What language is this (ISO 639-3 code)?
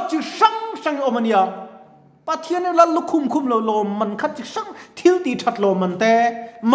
lus